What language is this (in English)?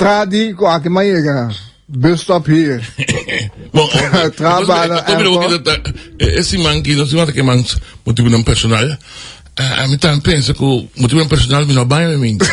Papiamento